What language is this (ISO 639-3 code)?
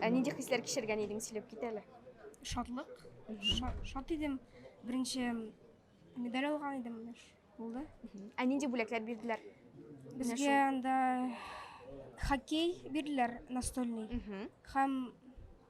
tat